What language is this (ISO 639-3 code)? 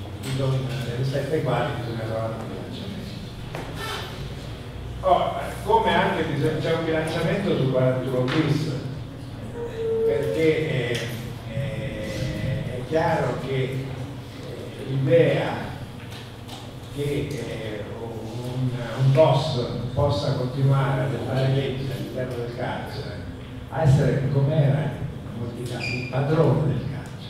ita